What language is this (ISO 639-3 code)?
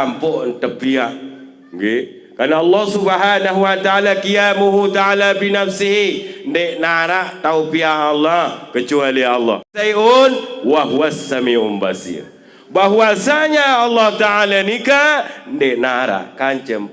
sas